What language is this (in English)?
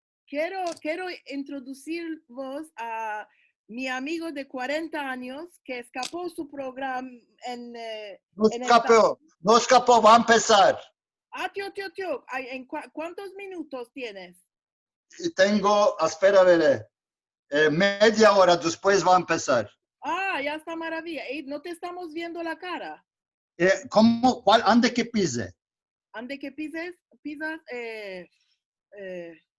Ladino